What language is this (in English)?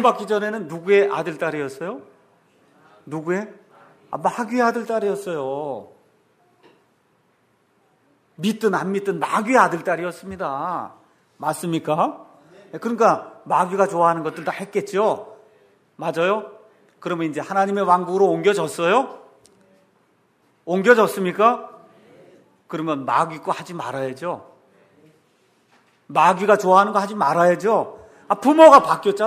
Korean